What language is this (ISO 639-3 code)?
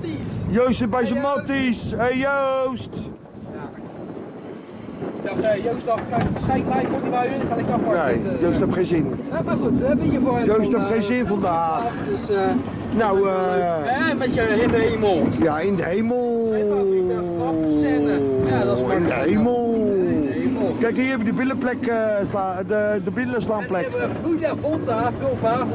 nld